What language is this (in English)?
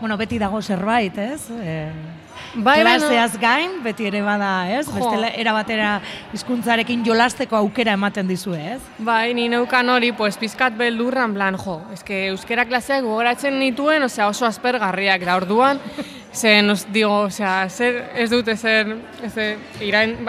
Basque